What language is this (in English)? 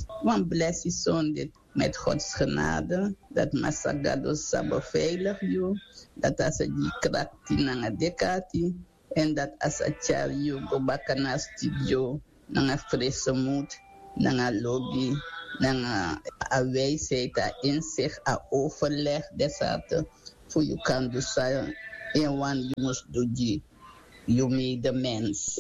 Sranan Tongo